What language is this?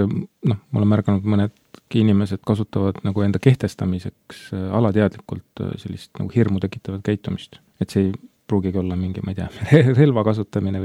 Estonian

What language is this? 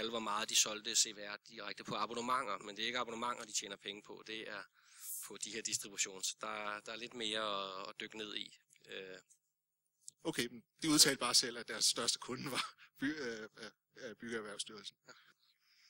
Danish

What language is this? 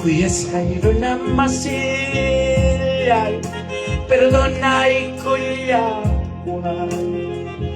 Ayacucho Quechua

